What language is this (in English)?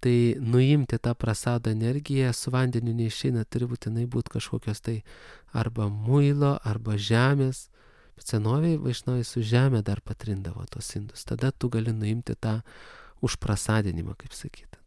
Lithuanian